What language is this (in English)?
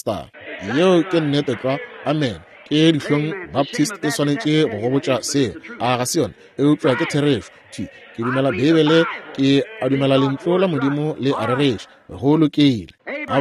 Northern Sotho